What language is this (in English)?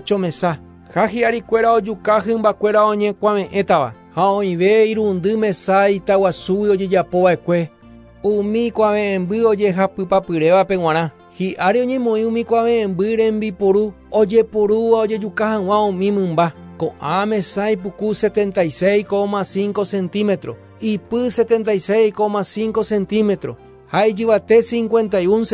Guarani